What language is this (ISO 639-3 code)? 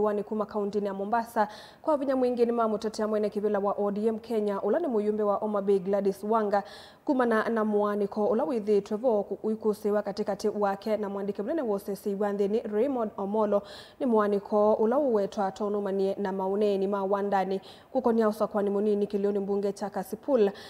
kam